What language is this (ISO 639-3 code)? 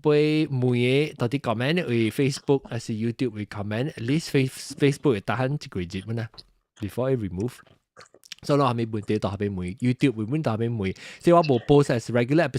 nan